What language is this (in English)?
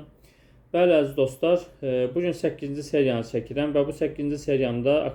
Azerbaijani